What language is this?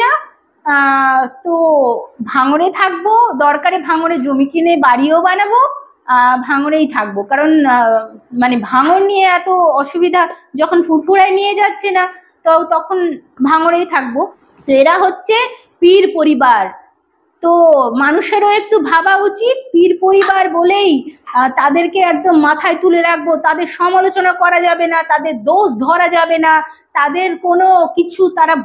Bangla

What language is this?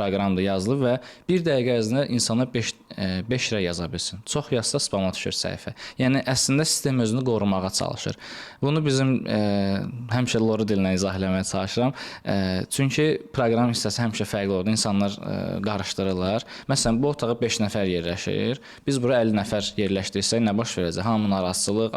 Azerbaijani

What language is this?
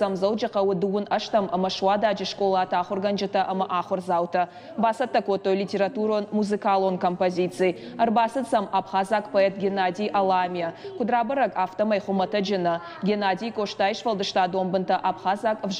Ossetic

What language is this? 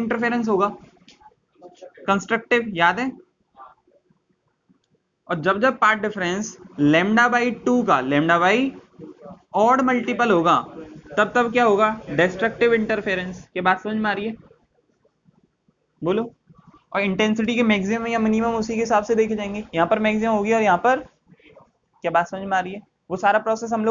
Hindi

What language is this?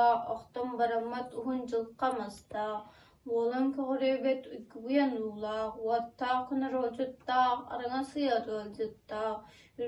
Yakut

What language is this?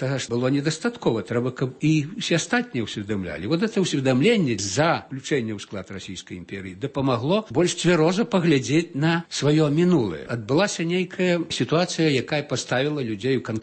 Belarusian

